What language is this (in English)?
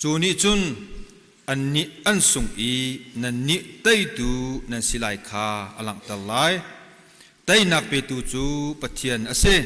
Hakha Chin